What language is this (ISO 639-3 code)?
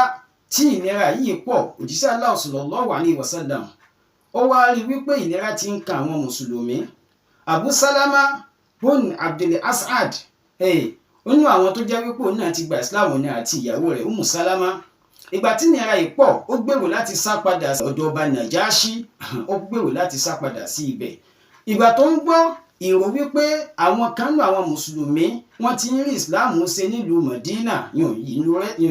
yor